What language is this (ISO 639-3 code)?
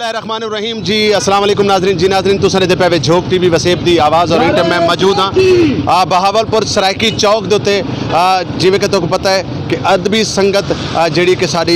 skr